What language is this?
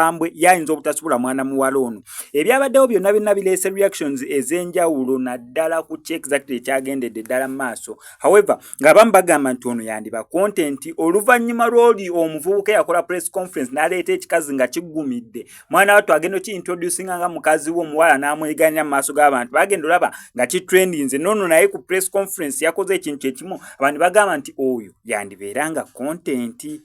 Ganda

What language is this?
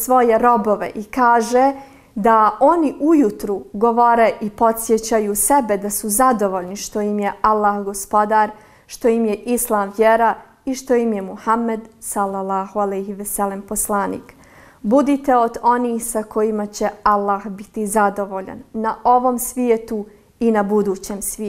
Bosnian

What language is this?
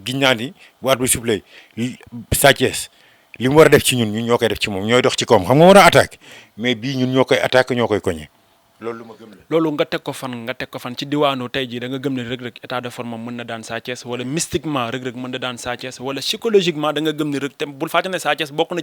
Wolof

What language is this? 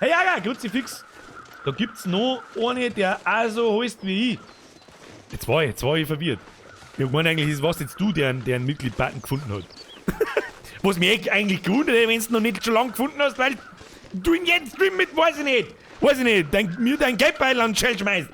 Bavarian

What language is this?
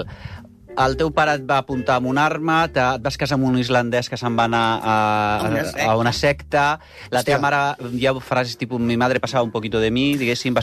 Catalan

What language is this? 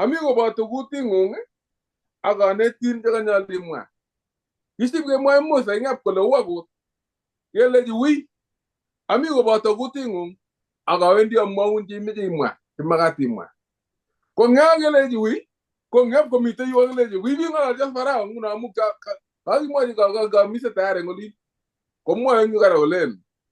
Kalenjin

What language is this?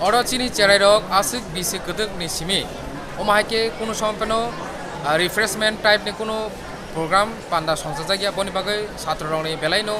Kok Borok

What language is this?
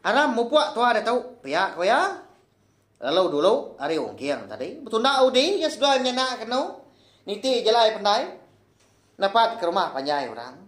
Iban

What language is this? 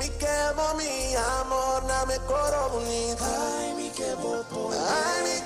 Papiamento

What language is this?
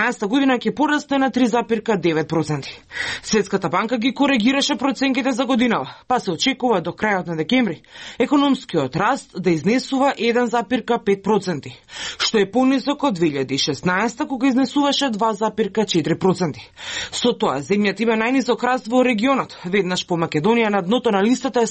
Macedonian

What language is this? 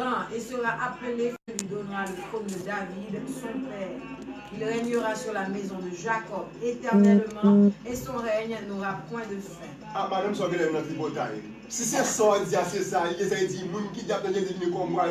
Haitian Creole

